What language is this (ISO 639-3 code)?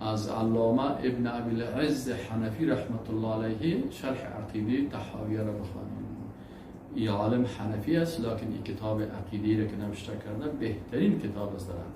fas